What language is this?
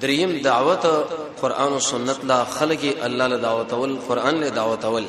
Pashto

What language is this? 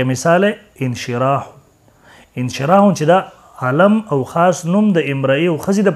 Pashto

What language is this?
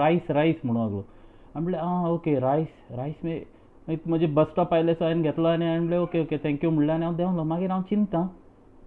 Konkani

